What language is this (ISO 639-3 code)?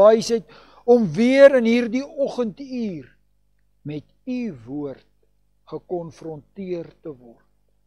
afr